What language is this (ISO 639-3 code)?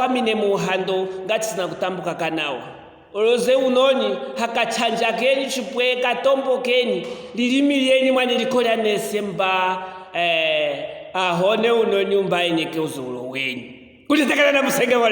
lue